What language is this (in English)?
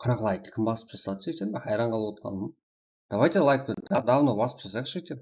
Kara-Kalpak